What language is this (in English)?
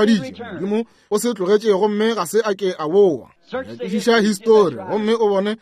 Northern Sotho